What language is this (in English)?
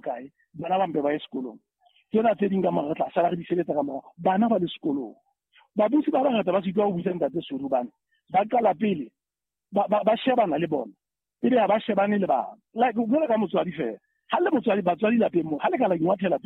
Southern Sotho